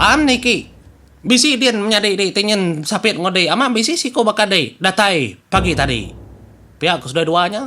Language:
Iban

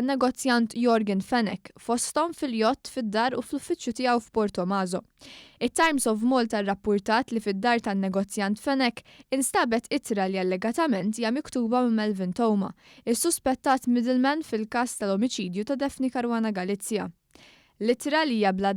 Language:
Maltese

